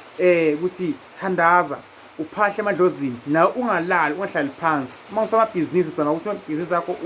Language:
Zulu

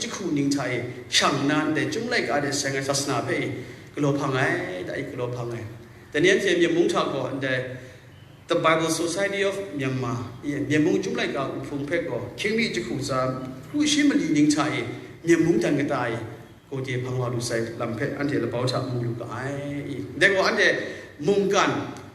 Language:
Kachin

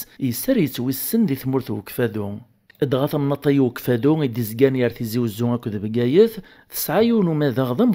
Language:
Kabyle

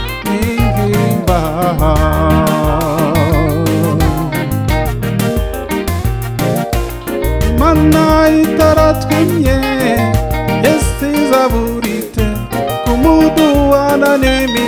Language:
Kinyarwanda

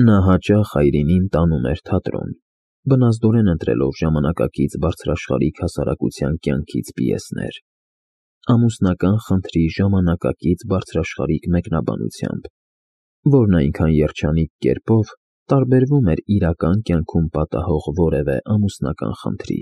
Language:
Armenian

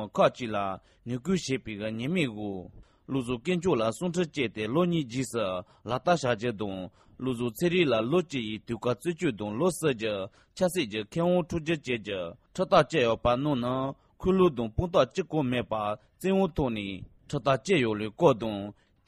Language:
Tibetan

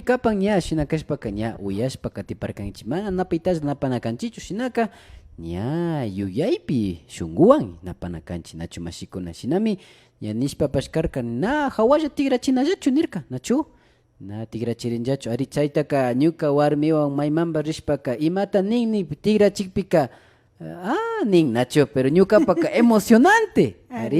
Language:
Imbabura Highland Quichua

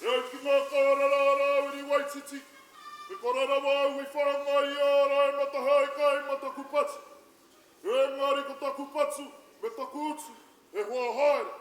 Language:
Māori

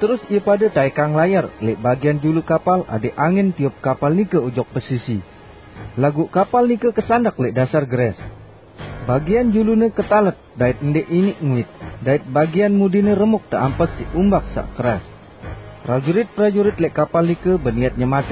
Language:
Sasak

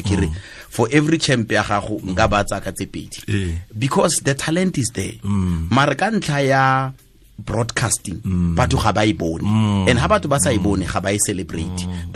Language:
Tswana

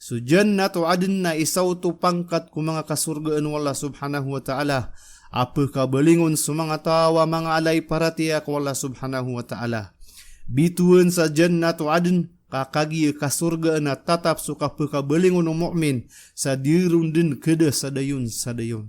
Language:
Maranao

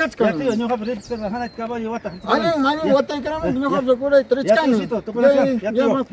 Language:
Ayacucho Quechua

